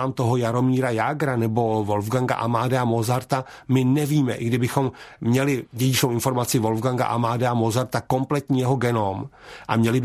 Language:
Czech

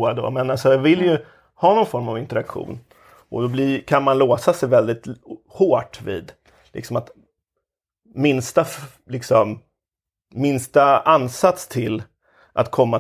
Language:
Swedish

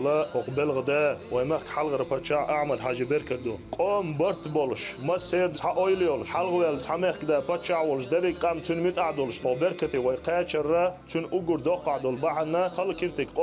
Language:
Chechen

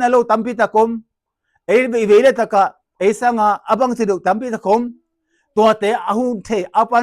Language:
Tedim Chin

